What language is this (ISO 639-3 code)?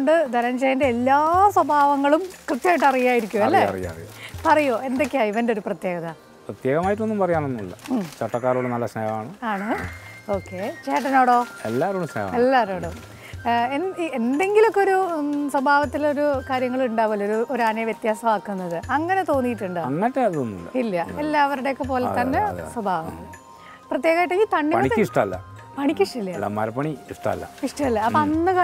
mal